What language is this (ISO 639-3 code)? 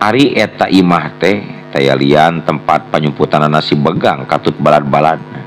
sun